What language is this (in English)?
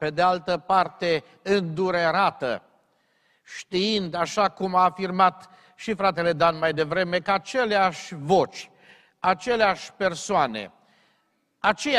Romanian